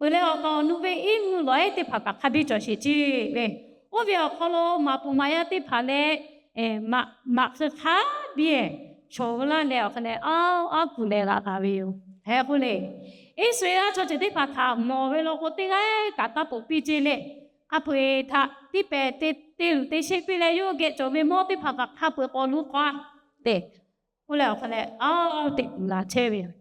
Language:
Lahu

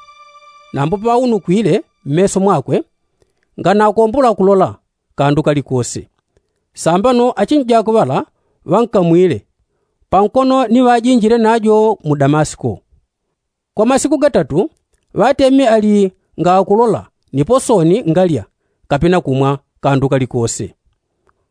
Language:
Yao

